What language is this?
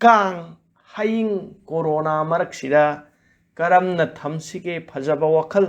Manipuri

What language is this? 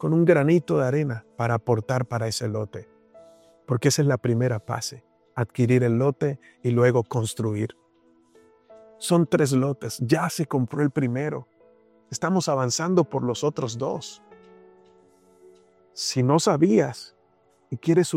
Spanish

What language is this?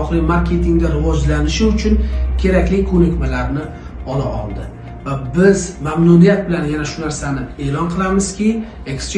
Uzbek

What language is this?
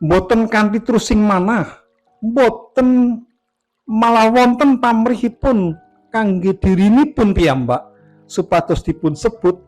Javanese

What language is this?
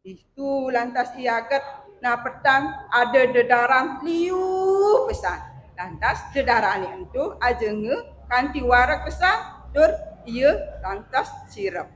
Balinese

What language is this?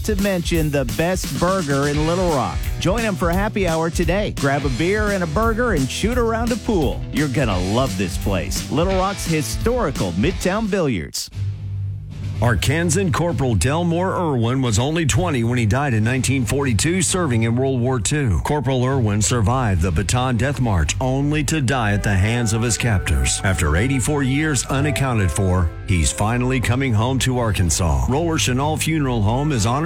English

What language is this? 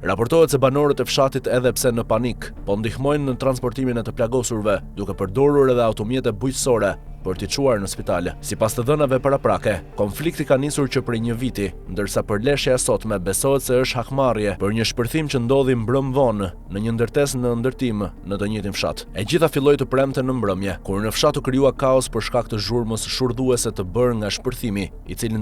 Albanian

